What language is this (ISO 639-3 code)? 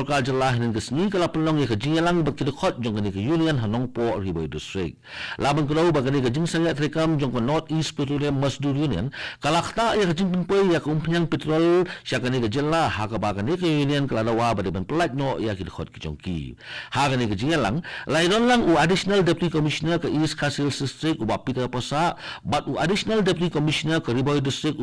kha